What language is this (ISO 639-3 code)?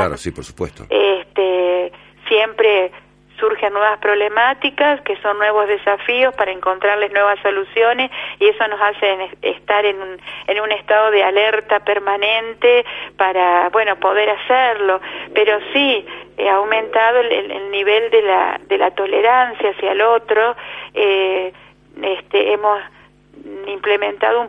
spa